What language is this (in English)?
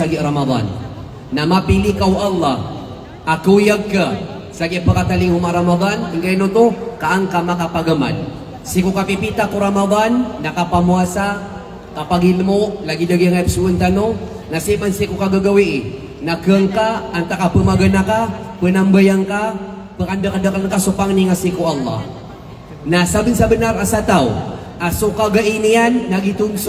Maranao